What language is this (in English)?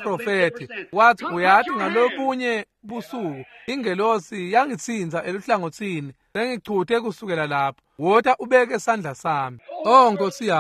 Swati